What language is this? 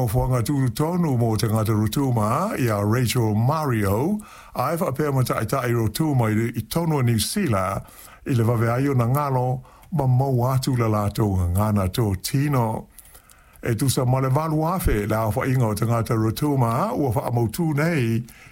Samoan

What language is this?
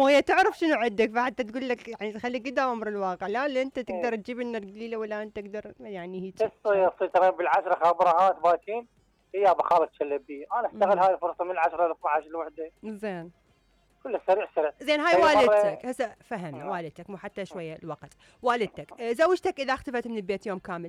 Mesopotamian Arabic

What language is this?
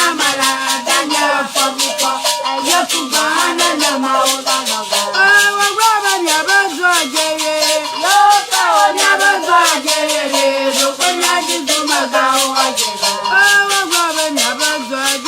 Ewe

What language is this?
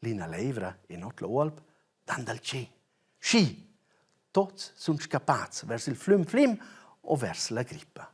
Romansh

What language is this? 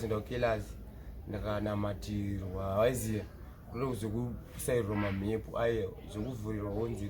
Shona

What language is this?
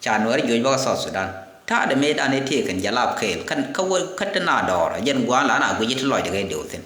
Nuer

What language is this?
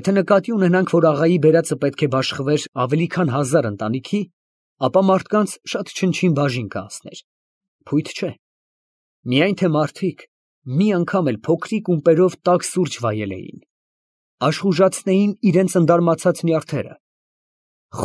Armenian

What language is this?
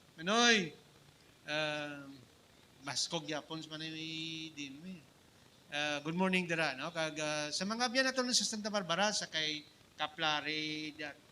Hiligaynon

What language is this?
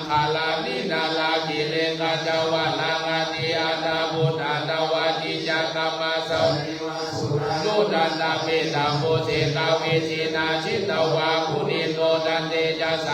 Pali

